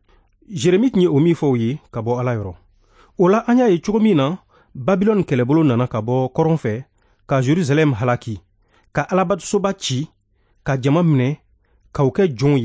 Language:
Bambara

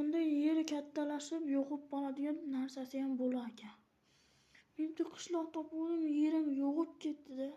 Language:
Uzbek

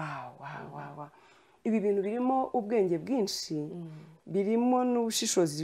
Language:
Kinyarwanda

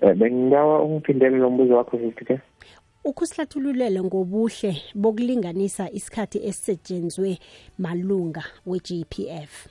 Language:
South Ndebele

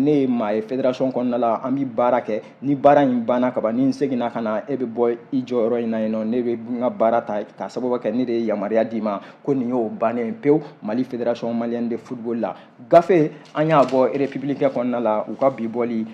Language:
Bambara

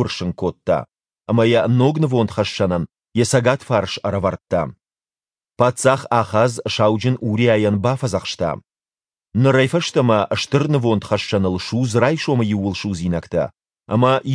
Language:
Ossetic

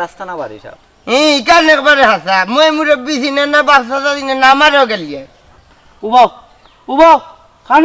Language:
Sylheti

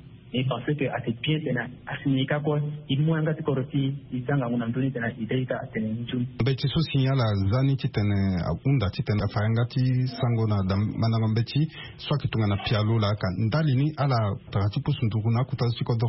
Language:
Sango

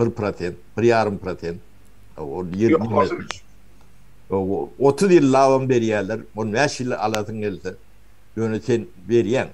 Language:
Turkmen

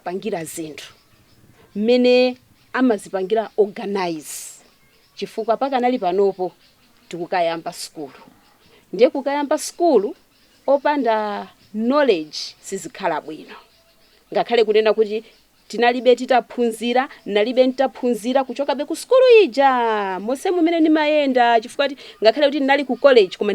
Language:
Nyanja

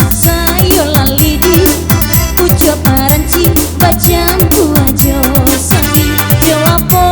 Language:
Minangkabau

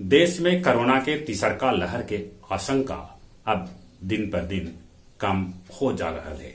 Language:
Magahi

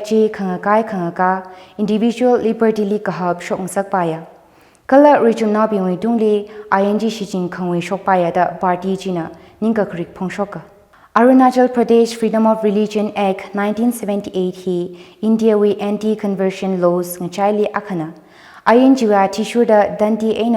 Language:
Tangkhul Naga (India)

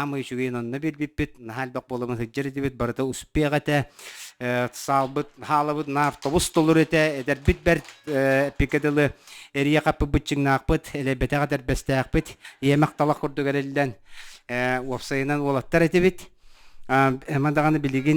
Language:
Yakut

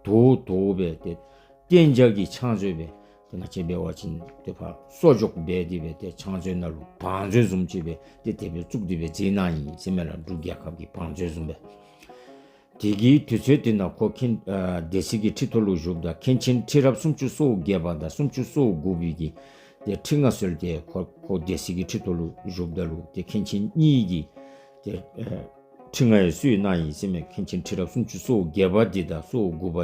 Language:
Dzongkha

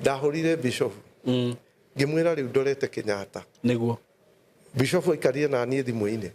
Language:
Kikuyu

